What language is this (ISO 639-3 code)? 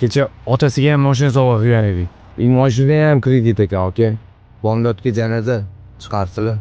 uzb